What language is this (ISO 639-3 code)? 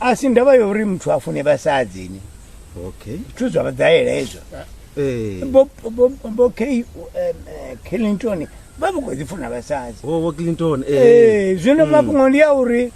ven